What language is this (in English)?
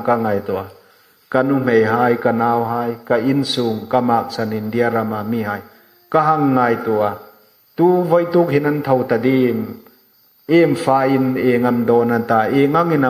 Hmar